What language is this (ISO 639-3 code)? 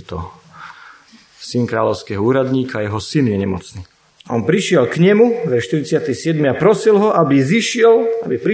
slk